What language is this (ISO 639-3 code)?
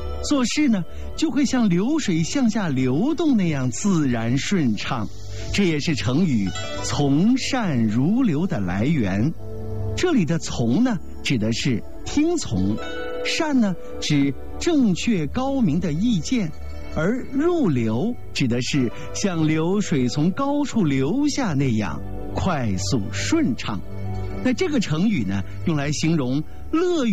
zho